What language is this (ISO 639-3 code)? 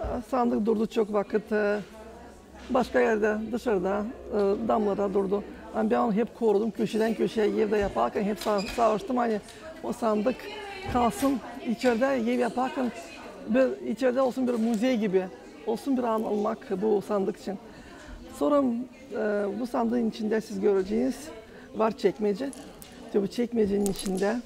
gag